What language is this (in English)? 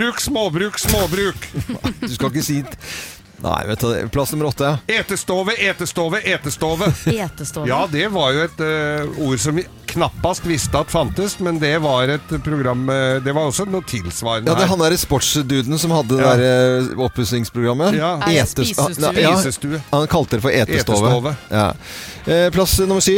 Norwegian